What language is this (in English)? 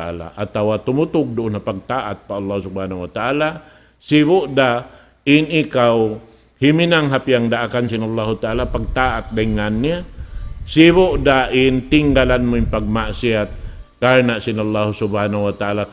Tausug